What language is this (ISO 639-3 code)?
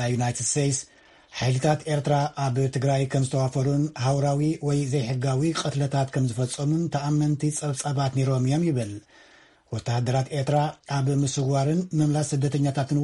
tir